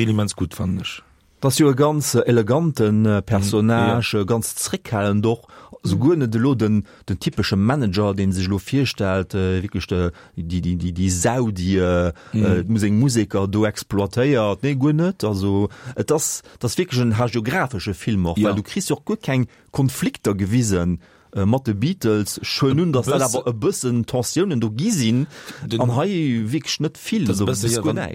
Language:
Luxembourgish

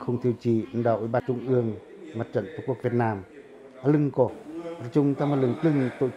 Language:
Pacoh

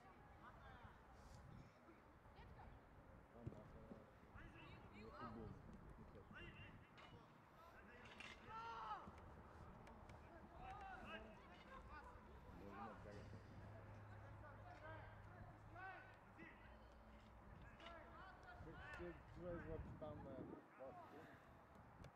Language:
Bulgarian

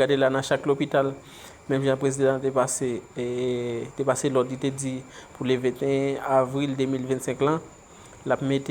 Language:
Haitian Creole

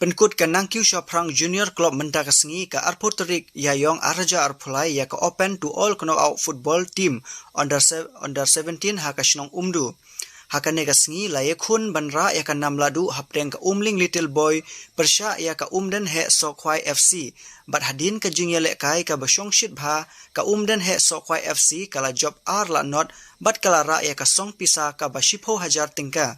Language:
Khasi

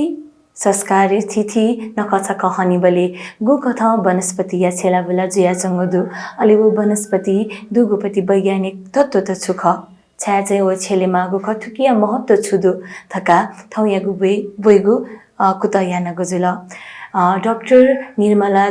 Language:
Newari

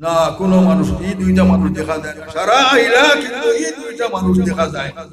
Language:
Sylheti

